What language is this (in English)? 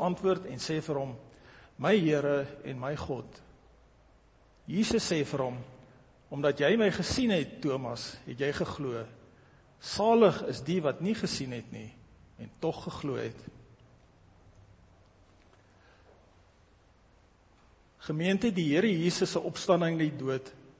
Afrikaans